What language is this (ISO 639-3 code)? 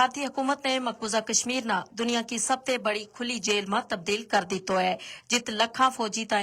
gju